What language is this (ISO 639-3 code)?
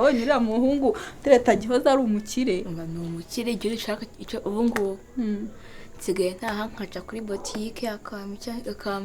kin